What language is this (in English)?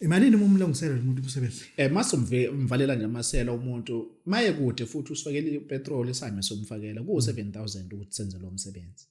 Zulu